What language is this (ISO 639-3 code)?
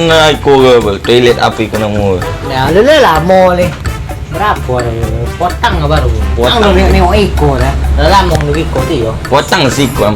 min